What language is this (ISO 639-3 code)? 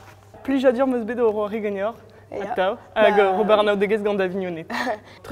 bre